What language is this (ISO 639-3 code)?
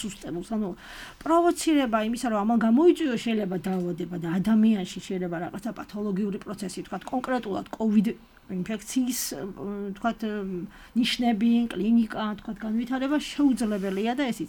kat